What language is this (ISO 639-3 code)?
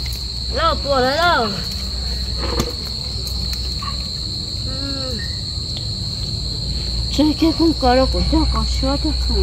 vie